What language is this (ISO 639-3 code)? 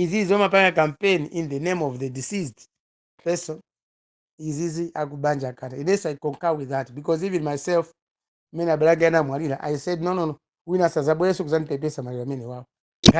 nya